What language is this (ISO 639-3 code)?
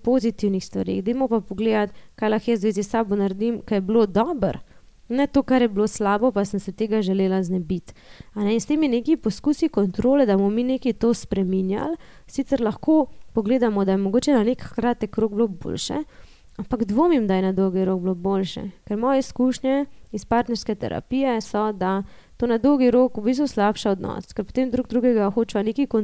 slv